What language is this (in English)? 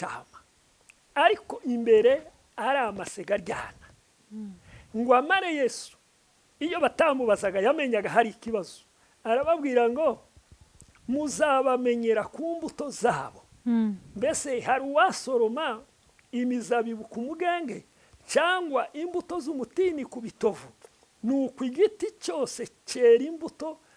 Kinyarwanda